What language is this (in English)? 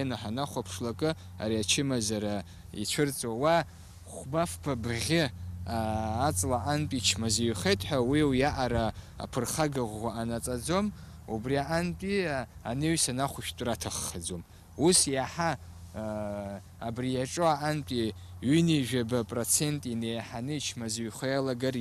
Abkhazian